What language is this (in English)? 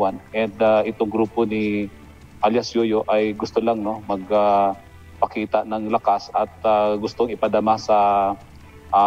Filipino